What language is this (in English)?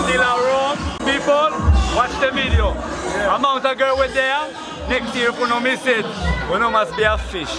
Jamaican Creole English